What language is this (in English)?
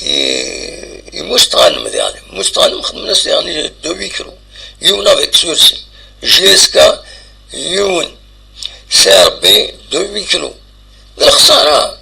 Kabyle